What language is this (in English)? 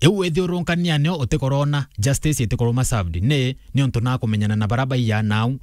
Meru